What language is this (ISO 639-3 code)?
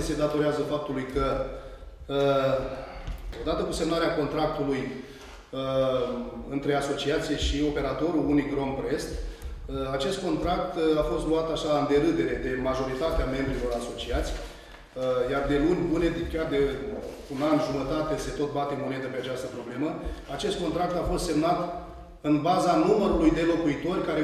ron